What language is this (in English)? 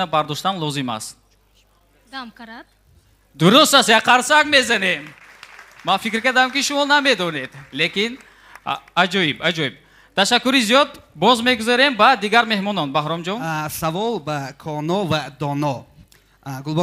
Tajik